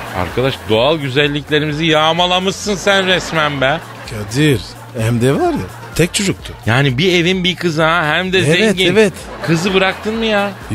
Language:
Turkish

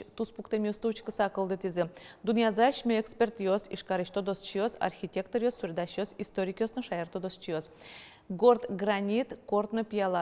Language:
Udmurt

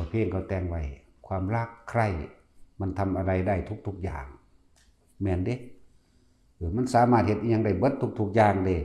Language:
Northeastern Thai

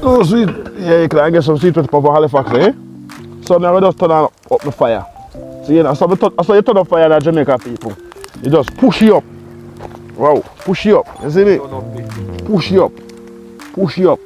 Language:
Jamaican Creole English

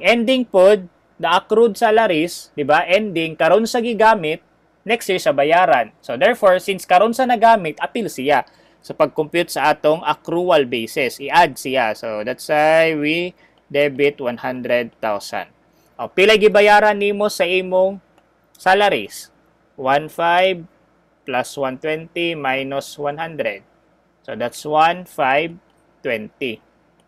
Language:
Cebuano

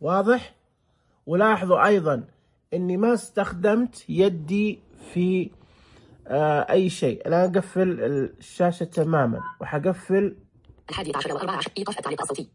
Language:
Najdi Arabic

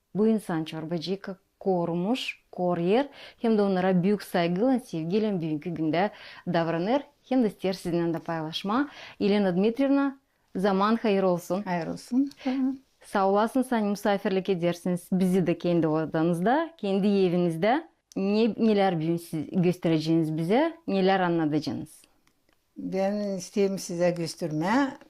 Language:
Gagauz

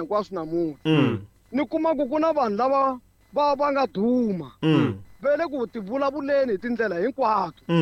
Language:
Tsonga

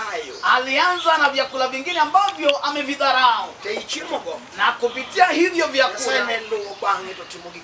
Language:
Luo (Kenya and Tanzania)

